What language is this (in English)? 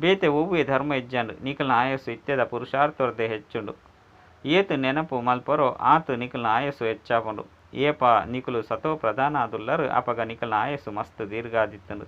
Tulu